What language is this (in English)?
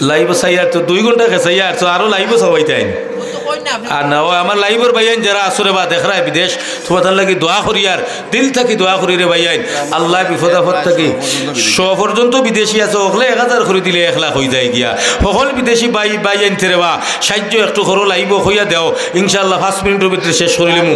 Sylheti